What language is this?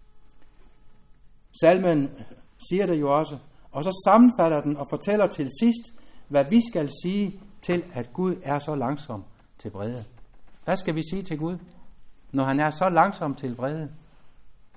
Danish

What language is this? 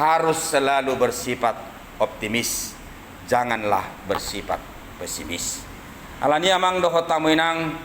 Batak Toba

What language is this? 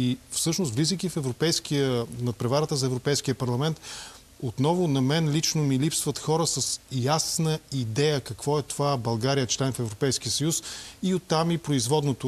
Bulgarian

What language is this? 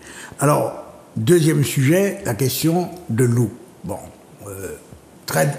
French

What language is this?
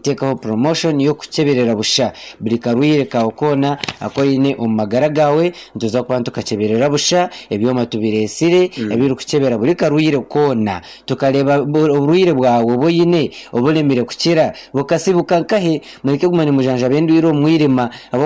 Nyankole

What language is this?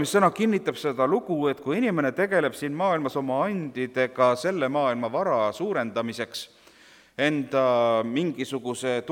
Estonian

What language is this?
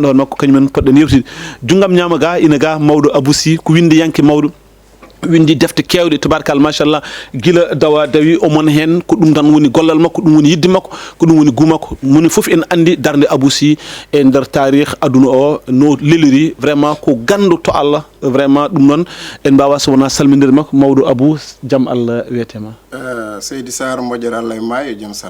Fula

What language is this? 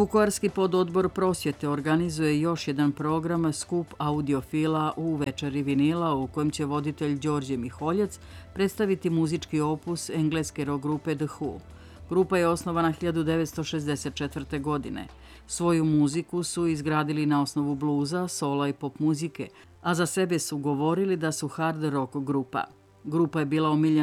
Serbian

